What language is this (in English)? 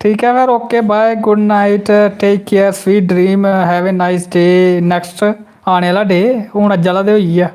Dogri